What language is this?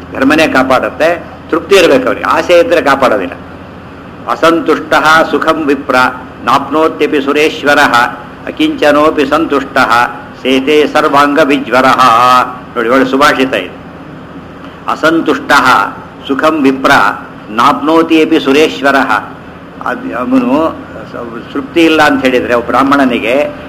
Kannada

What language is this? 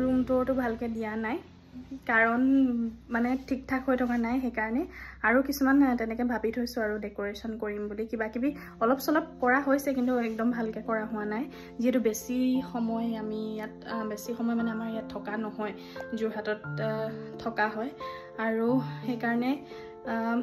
Assamese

